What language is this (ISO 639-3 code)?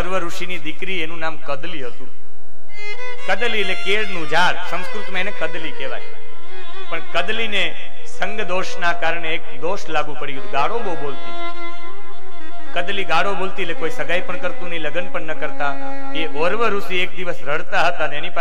guj